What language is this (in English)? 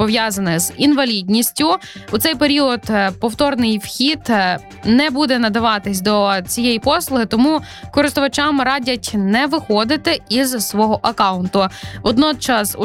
Ukrainian